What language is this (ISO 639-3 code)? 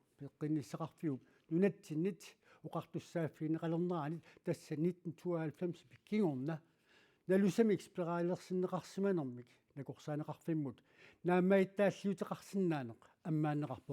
kal